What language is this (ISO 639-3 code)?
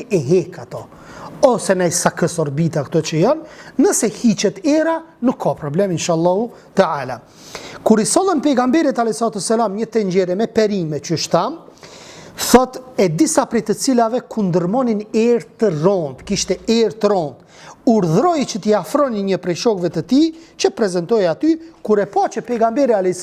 sqi